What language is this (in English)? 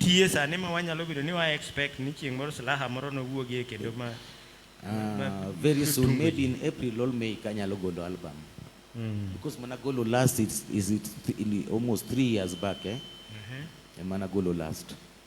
Luo (Kenya and Tanzania)